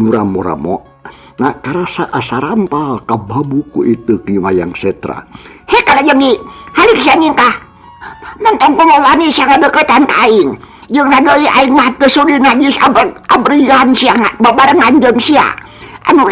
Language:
Sundanese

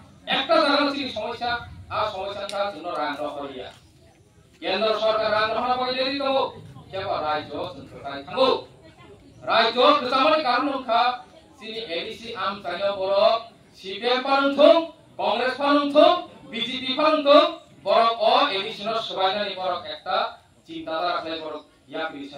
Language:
Kok Borok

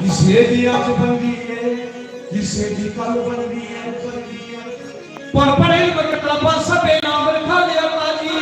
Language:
Dogri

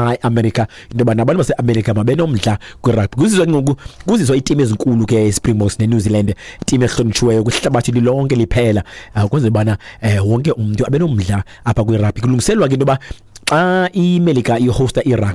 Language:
Xhosa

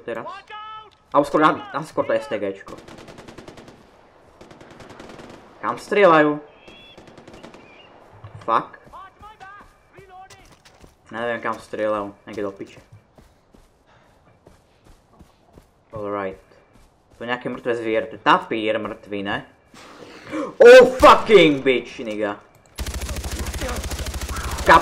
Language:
Slovak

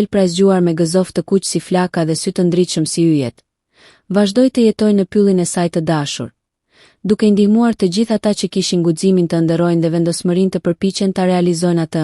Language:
Albanian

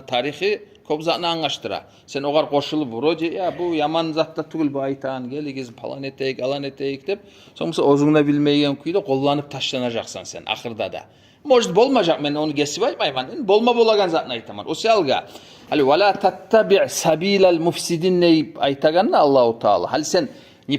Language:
Kumyk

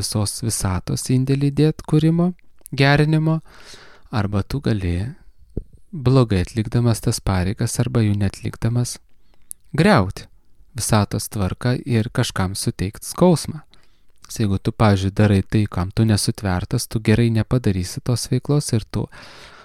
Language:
Lithuanian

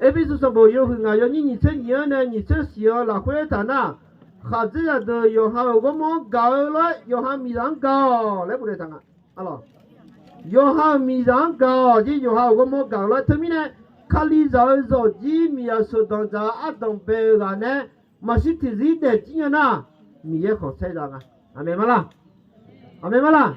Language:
Akha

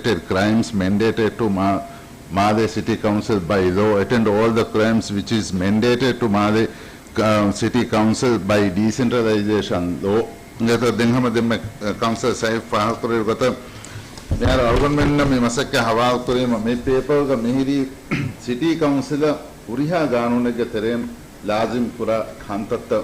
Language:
Divehi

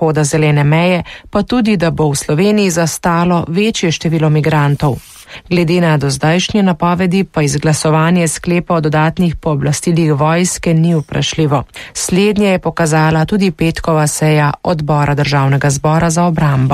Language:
Slovenian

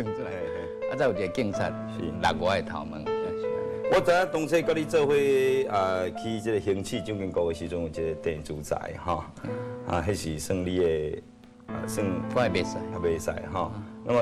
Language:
Min Nan Chinese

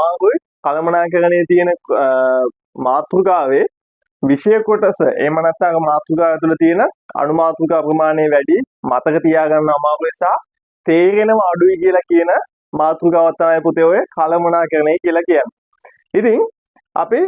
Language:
Sinhala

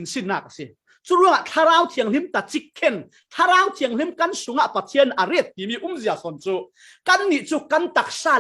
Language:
Falam Chin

